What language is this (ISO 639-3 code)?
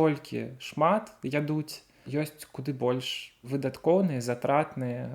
bel